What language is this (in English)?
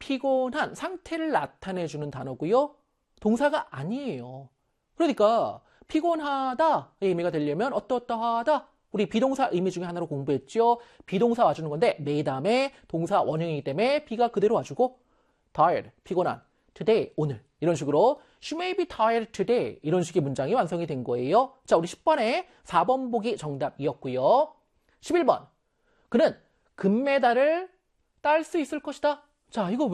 Korean